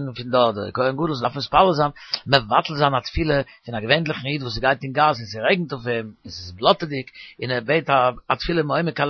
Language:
Yiddish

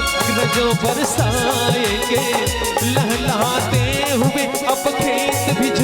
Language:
Chhattisgarhi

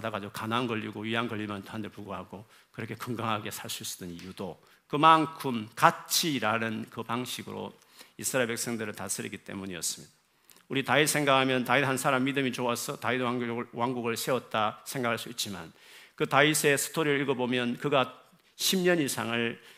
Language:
Korean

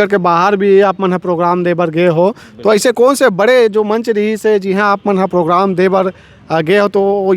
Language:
Chhattisgarhi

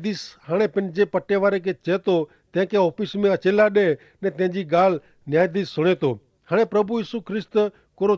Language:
Kachhi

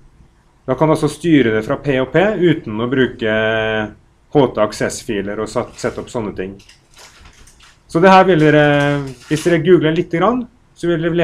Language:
Norwegian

